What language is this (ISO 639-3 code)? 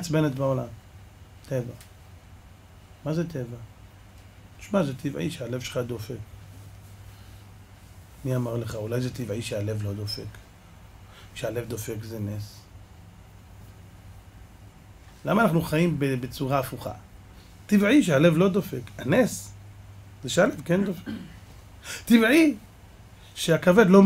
heb